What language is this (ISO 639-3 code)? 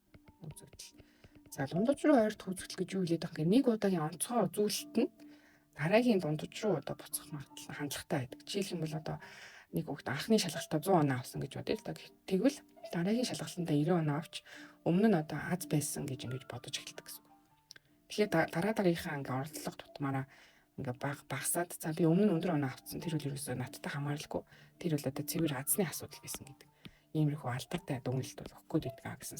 mon